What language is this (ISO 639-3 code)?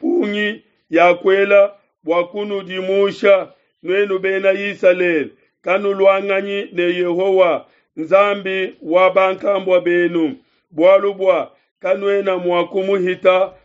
lua